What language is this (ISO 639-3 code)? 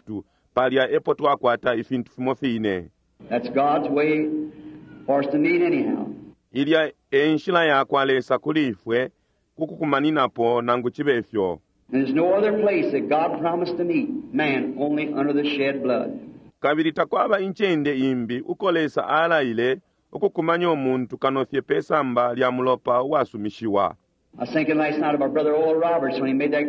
bem